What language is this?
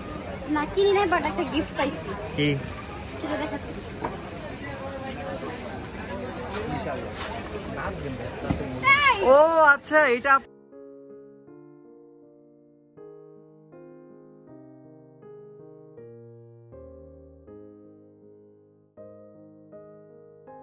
Bangla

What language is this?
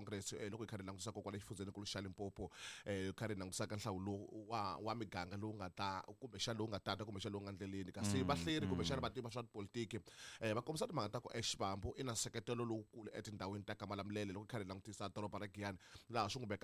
Tsonga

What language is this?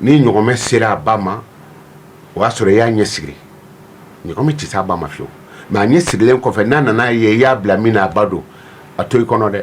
Bambara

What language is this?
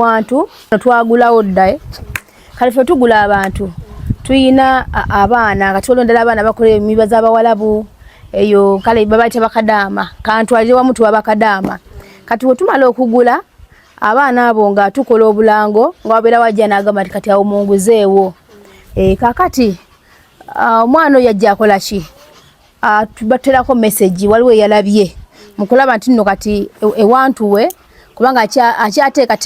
Ganda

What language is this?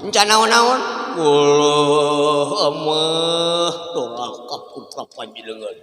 Sundanese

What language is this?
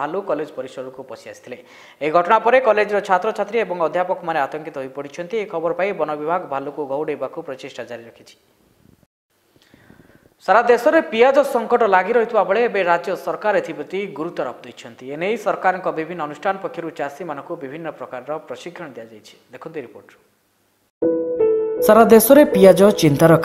Odia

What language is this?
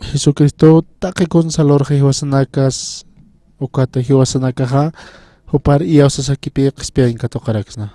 Aymara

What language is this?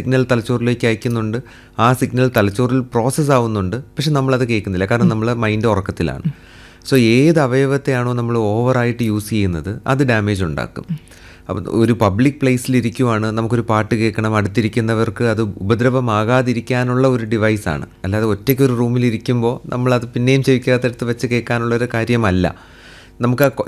Malayalam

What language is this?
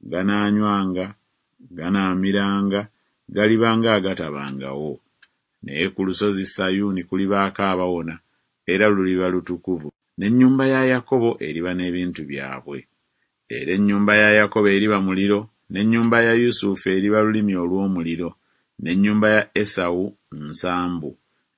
Ganda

